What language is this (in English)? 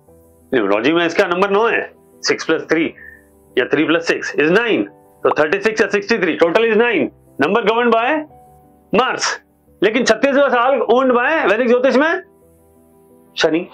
Hindi